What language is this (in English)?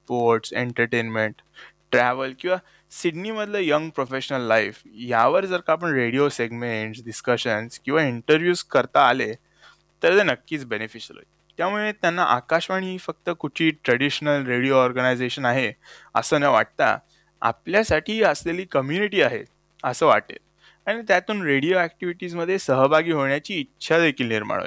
Marathi